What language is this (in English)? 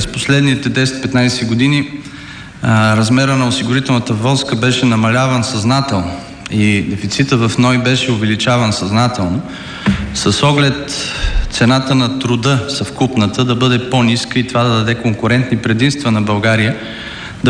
Bulgarian